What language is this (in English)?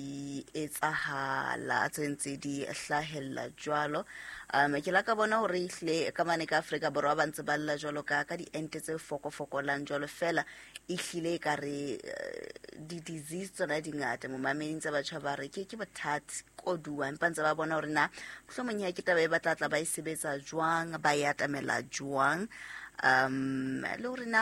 Southern Sotho